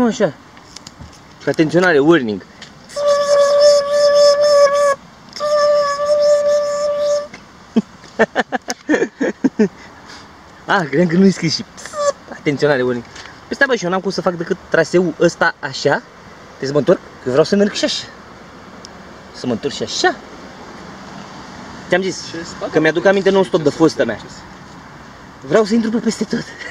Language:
Romanian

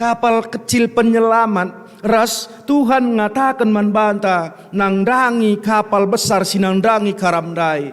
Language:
Batak Karo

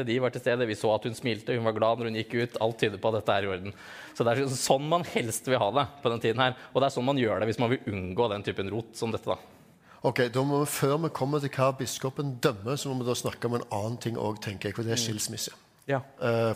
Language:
Norwegian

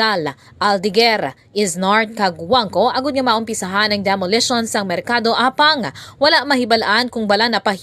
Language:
Hiligaynon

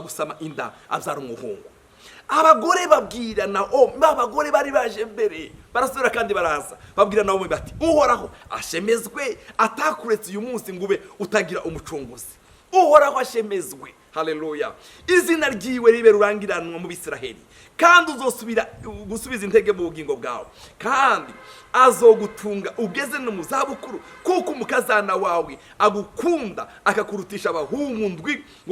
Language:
Rundi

